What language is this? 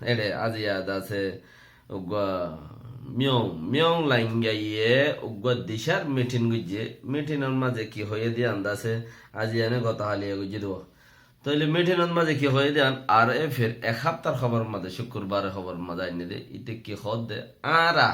Rohingya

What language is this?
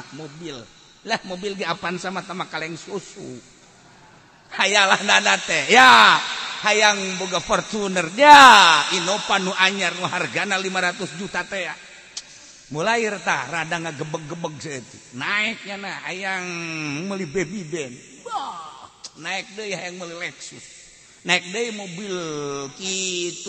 Sundanese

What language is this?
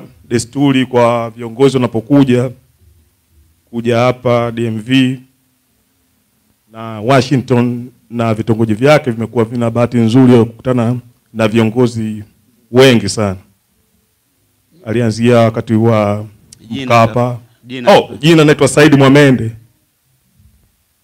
Swahili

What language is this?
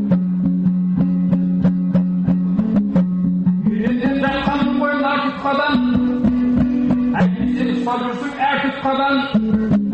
Kazakh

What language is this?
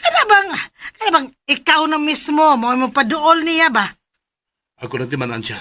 Cebuano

